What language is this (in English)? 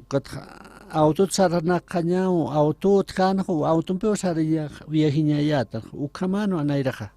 Aymara